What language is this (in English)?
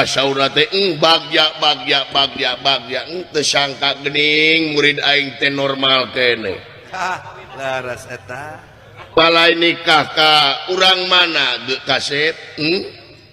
Sundanese